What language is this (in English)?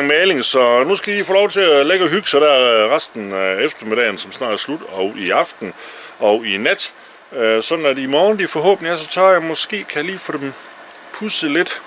Danish